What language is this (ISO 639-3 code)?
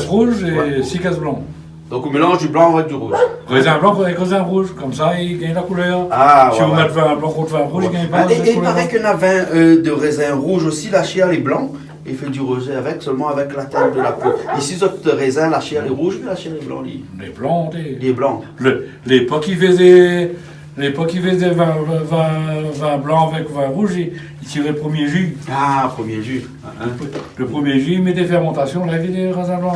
rcf